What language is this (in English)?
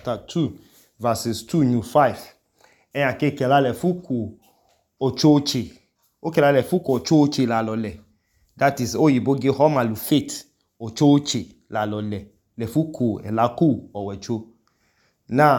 Idoma